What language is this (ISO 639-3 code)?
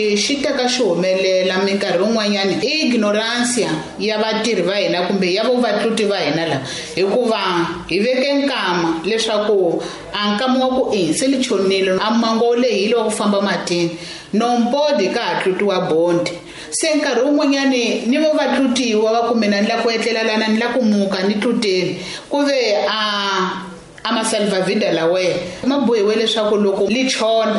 tso